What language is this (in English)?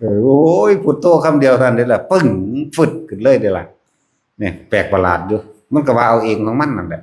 Northeastern Thai